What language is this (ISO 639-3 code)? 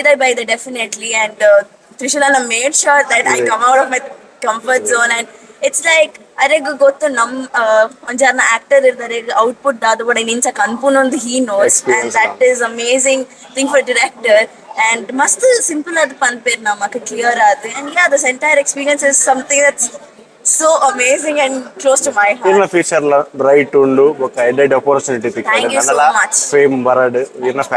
tcy